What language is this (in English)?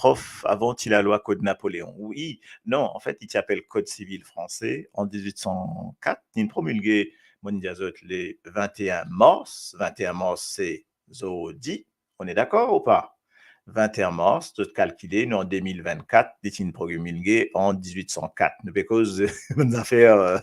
Morisyen